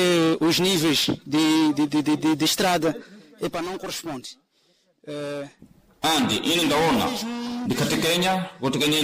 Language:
Sena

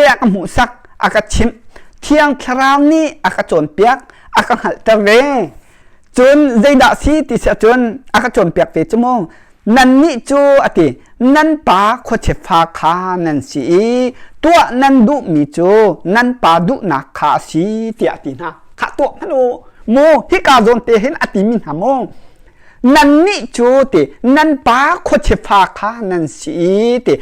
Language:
Hakha Chin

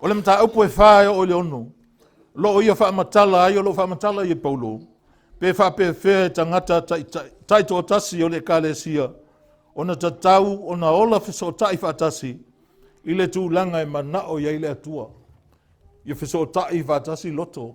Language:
Samoan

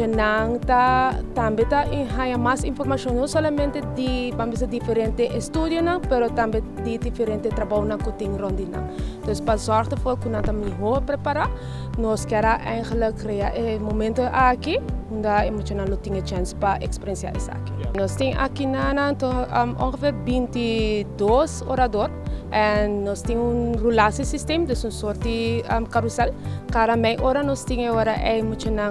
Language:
Papiamento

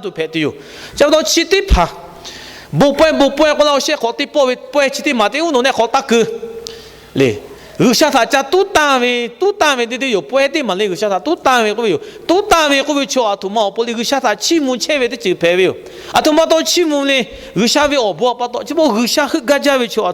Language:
Lahu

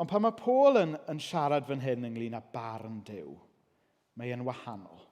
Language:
Welsh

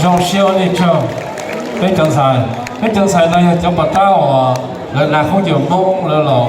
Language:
Hmong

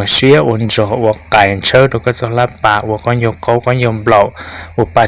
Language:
Hmong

